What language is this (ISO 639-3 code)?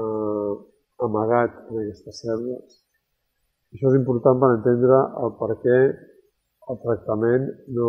cat